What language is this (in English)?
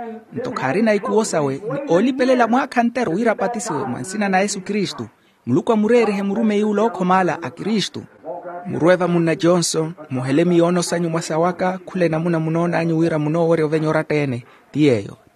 Makhuwa